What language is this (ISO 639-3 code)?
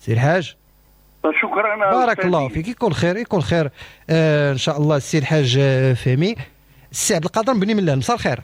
ary